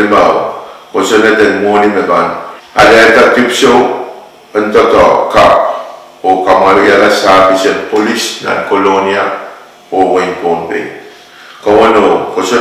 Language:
Pohnpeian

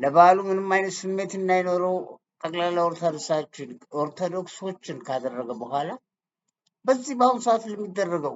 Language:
Amharic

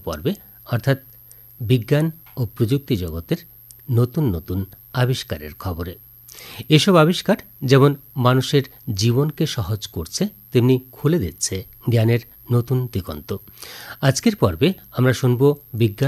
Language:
Bangla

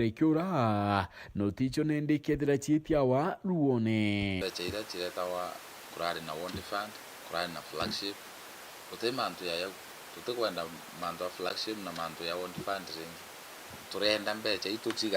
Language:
Meru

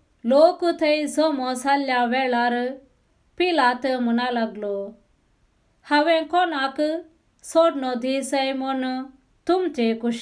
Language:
Konkani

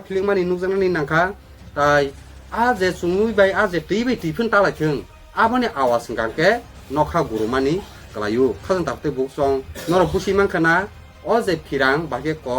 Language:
Kok Borok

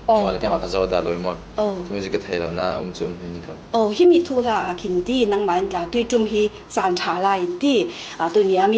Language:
Falam Chin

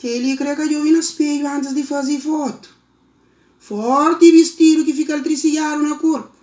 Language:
Kabuverdianu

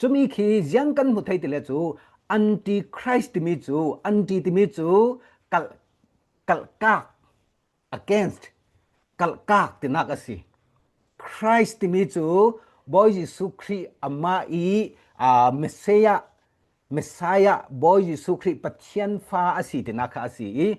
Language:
Falam Chin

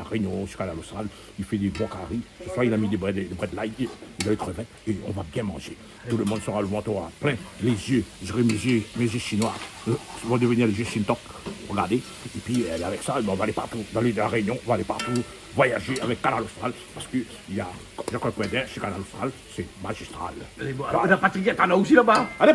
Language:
Réunion Creole French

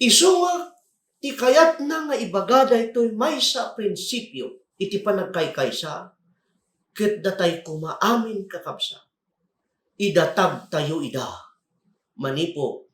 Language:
Iloko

